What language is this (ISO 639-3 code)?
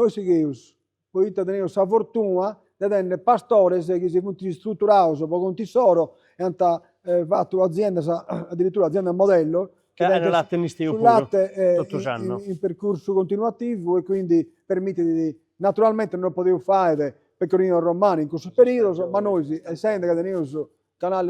srd